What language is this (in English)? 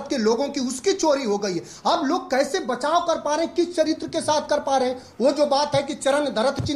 Hindi